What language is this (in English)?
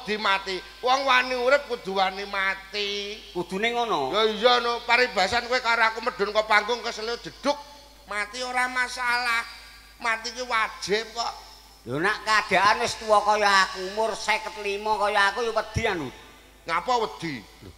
Javanese